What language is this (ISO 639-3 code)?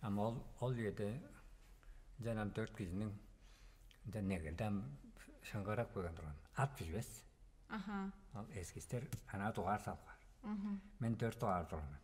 tyv